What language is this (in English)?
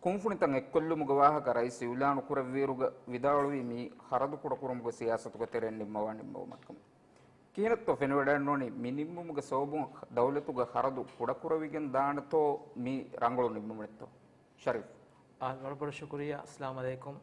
Divehi